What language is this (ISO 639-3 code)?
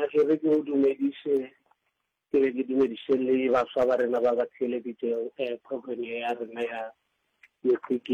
nso